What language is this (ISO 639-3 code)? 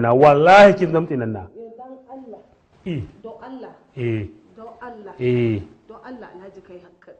hau